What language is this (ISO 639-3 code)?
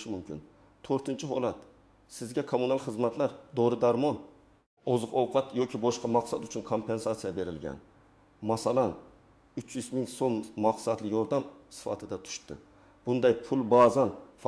uzb